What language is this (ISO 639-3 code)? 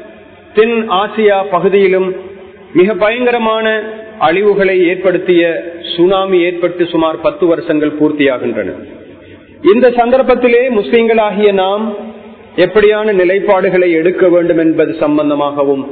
tam